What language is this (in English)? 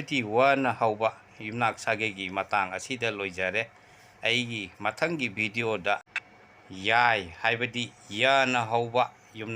Manipuri